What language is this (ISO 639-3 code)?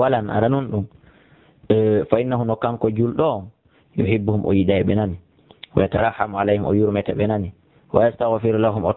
ful